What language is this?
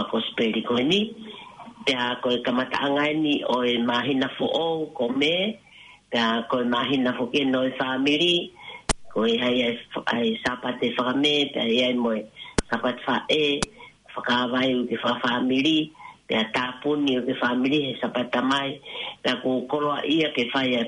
Tongan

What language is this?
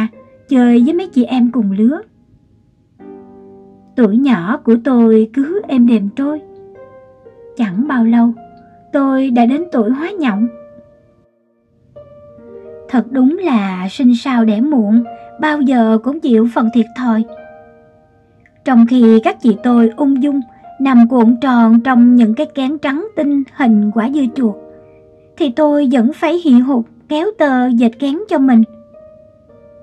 Vietnamese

